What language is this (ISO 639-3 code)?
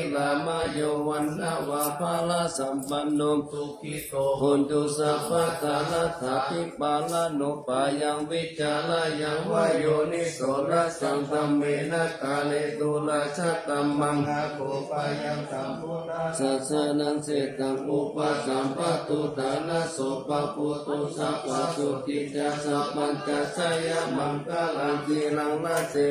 pli